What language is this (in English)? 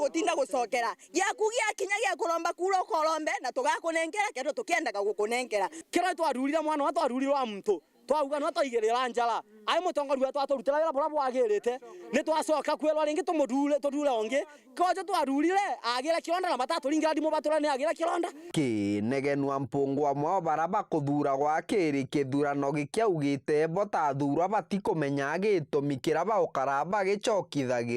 Meru